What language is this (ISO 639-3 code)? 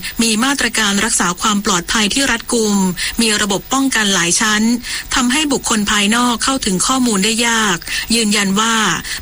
tha